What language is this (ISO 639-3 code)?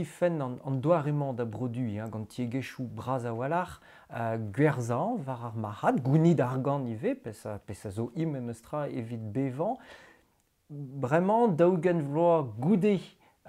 bre